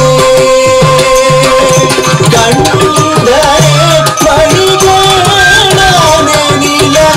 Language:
Tamil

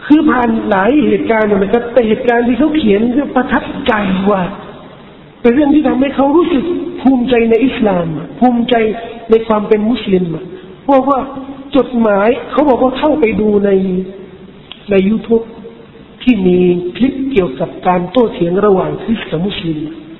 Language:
Thai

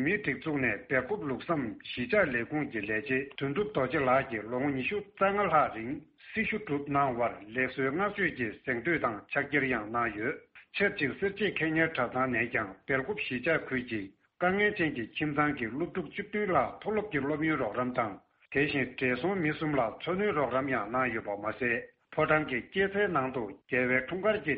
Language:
Tibetan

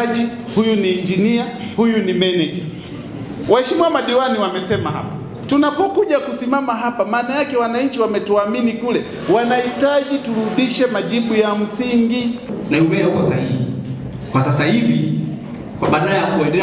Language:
Swahili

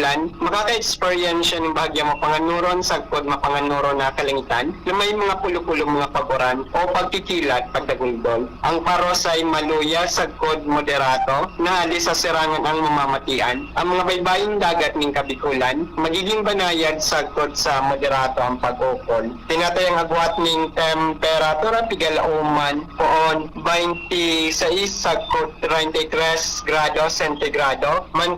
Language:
Bikol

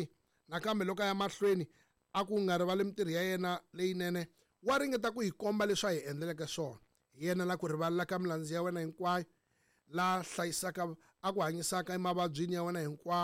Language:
Tsonga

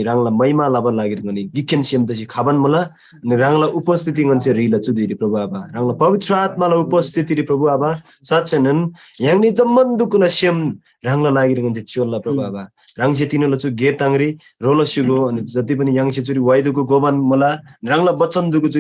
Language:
Eastern Tamang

